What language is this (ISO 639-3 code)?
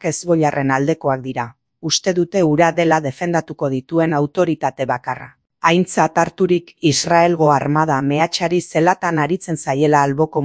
eus